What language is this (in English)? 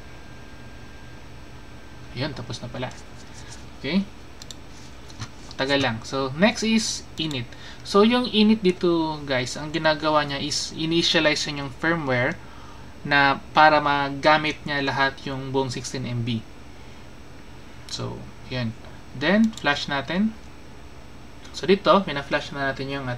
Filipino